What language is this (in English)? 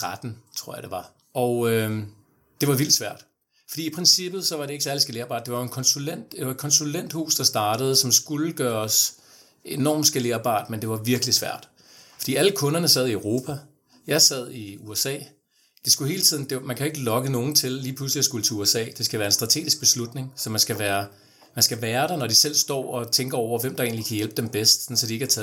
Danish